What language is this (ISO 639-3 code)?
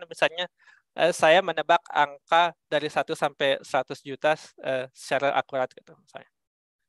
ind